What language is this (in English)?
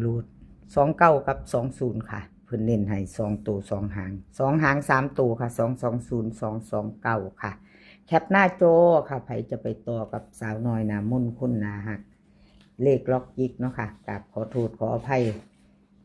Northeastern Thai